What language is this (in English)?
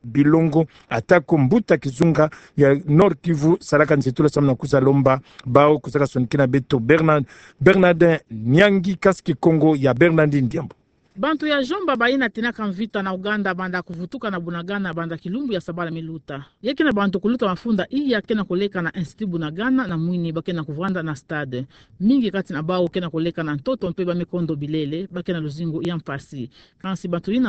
Kituba (Democratic Republic of Congo)